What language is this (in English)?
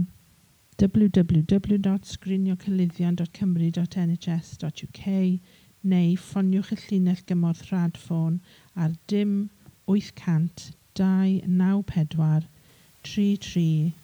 Welsh